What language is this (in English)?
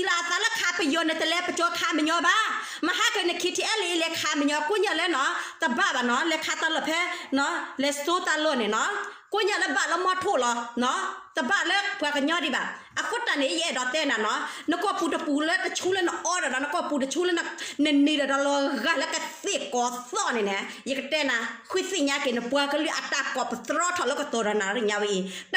S'gaw Karen